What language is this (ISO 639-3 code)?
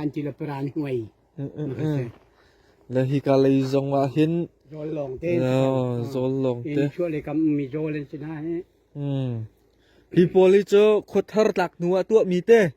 cnh